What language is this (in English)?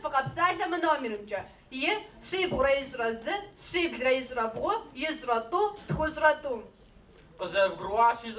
Kabardian